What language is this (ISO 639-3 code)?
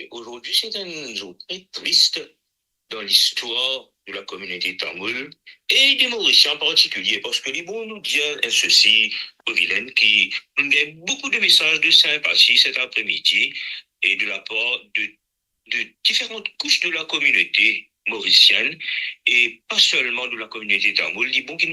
mfe